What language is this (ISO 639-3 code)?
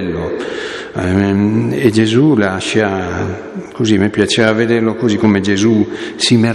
ita